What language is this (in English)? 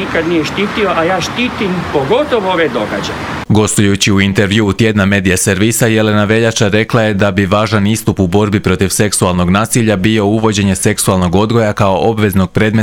Croatian